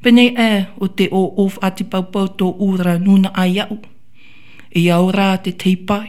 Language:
Tahitian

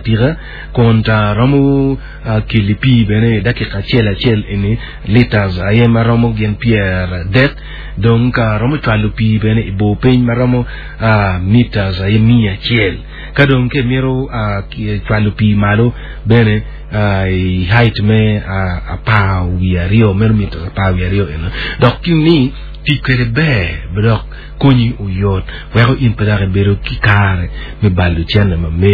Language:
Acoli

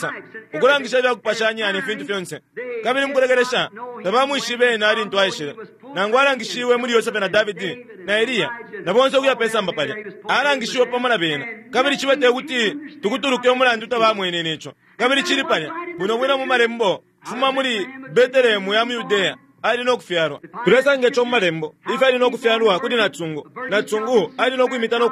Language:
Bemba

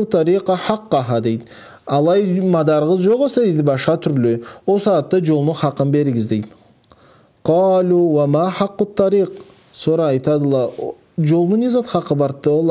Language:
Karachay-Balkar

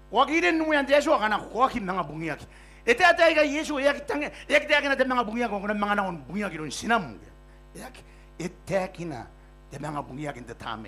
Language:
Gilbertese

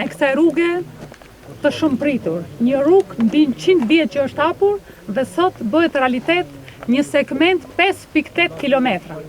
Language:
Albanian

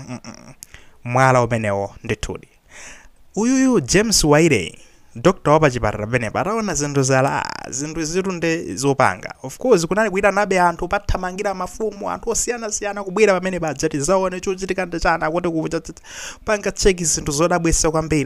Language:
Nyanja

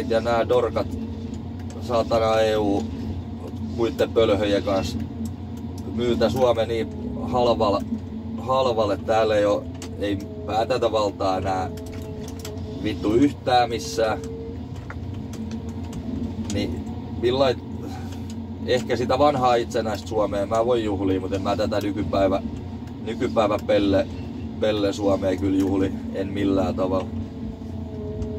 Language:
Finnish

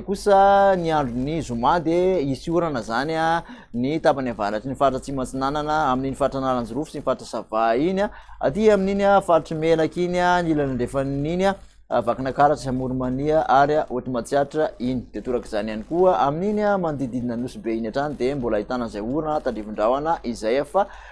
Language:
Malagasy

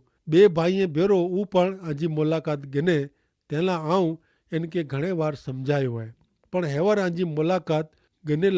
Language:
Kachhi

